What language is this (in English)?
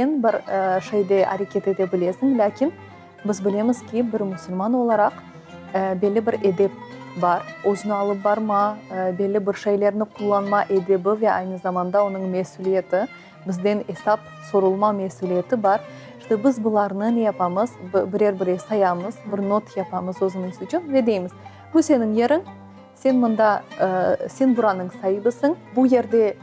Crimean Tatar